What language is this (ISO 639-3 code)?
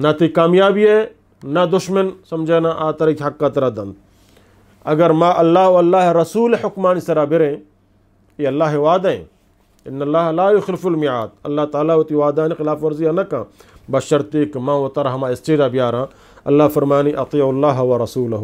bgp